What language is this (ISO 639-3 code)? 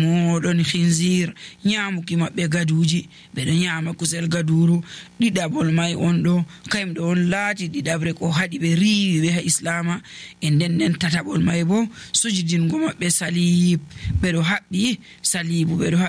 fuv